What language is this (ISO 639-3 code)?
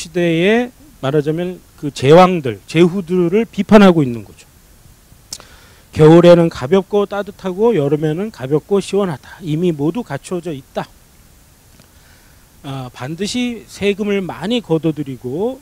kor